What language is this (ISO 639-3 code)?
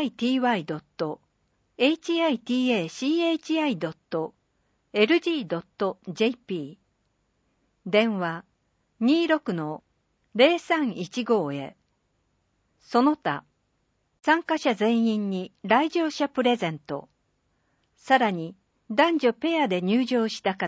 jpn